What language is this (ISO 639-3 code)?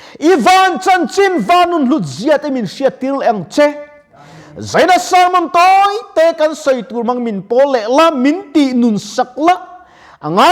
lus